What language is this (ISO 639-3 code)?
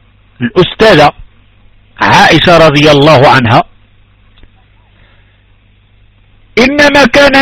ara